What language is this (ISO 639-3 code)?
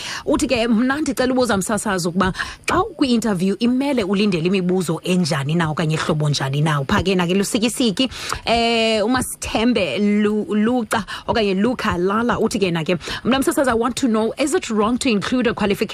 xho